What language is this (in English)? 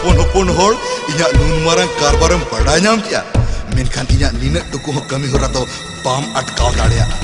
Santali